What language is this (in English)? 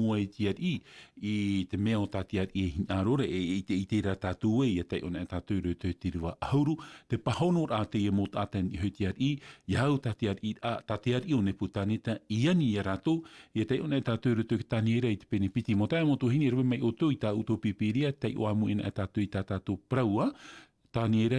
Tahitian